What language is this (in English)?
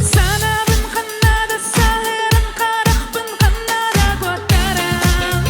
Yakut